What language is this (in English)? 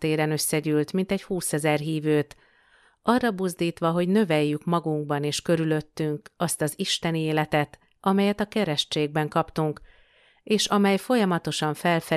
Hungarian